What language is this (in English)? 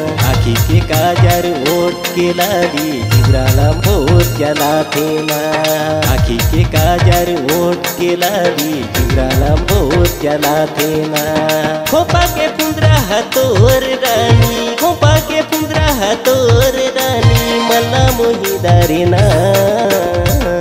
Chhattisgarhi